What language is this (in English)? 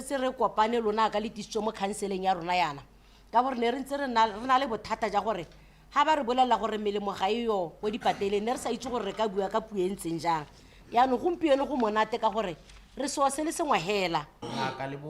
Tswana